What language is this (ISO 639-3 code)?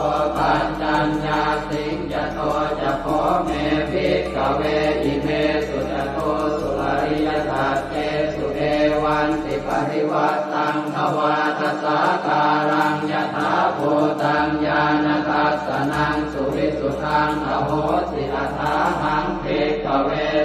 pli